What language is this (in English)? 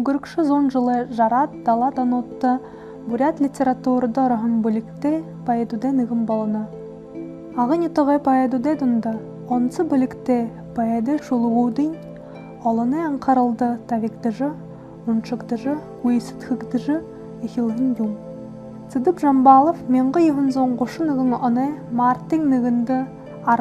Buriat